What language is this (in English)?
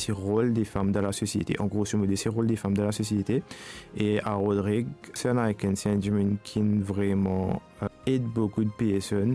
Morisyen